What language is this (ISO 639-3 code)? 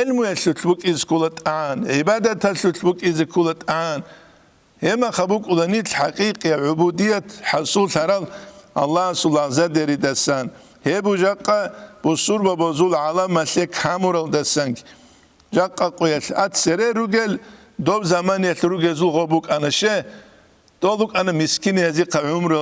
ava